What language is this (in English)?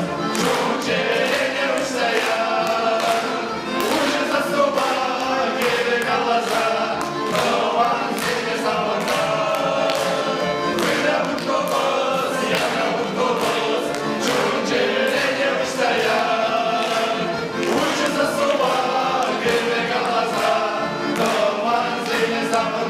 Chuvash